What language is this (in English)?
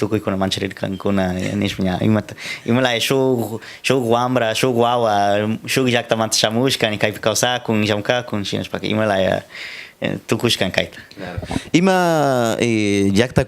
Cañar Highland Quichua